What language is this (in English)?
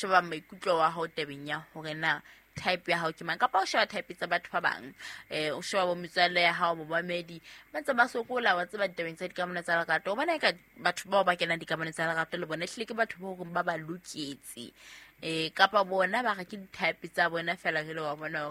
Southern Sotho